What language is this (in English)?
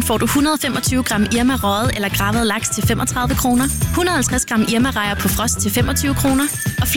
Danish